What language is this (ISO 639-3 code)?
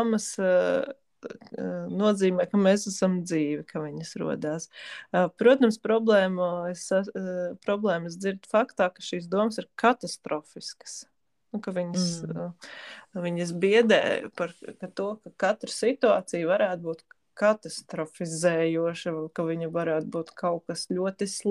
lav